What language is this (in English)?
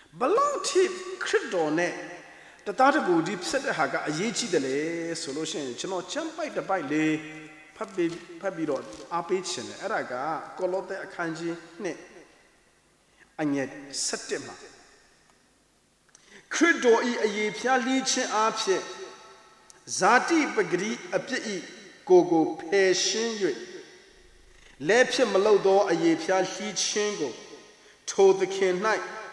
Burmese